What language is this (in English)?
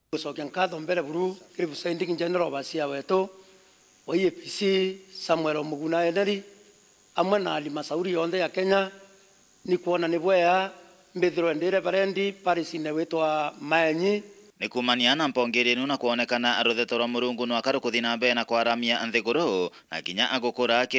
Meru